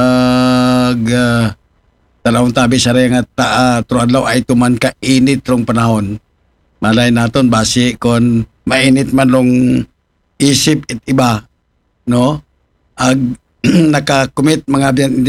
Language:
Aklanon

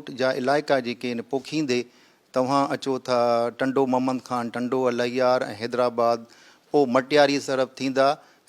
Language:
Sindhi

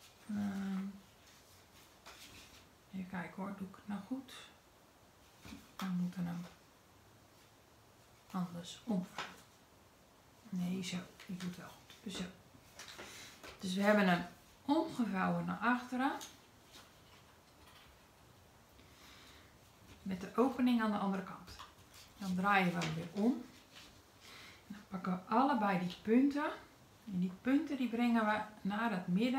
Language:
Dutch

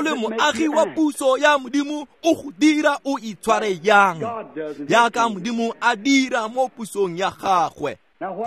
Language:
Tswana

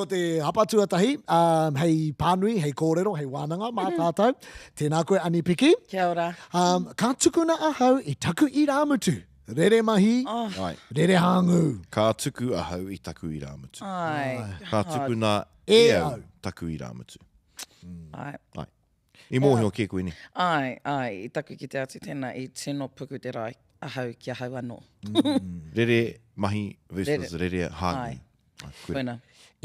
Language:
Māori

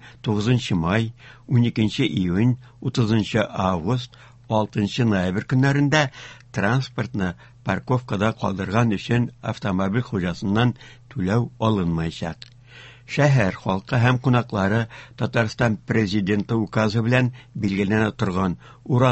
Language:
Tatar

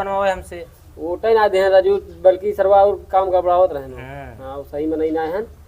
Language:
Awadhi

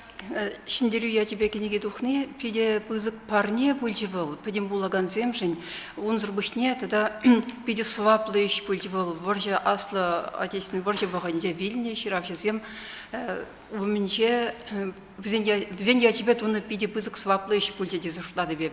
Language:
Chuvash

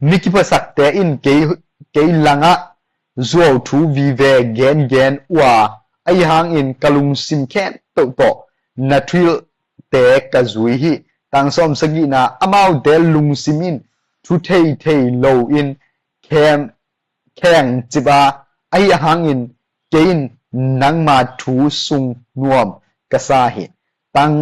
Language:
Tedim Chin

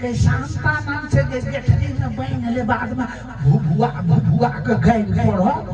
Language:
Maithili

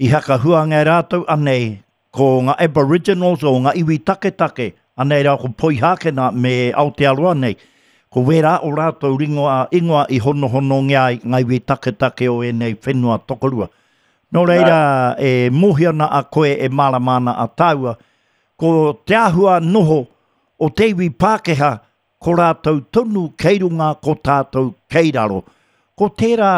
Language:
Māori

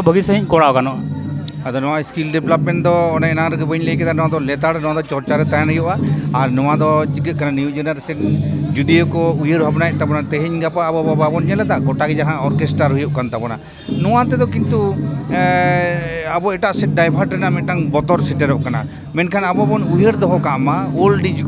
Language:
Santali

